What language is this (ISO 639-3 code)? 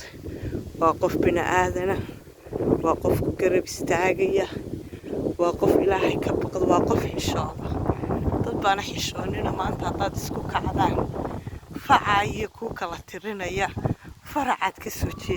som